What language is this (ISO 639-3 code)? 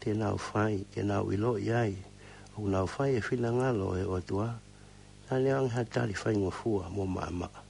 ton